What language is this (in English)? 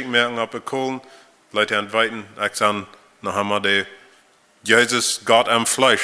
Plautdietsch